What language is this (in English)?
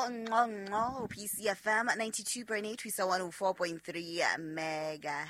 Southern Sotho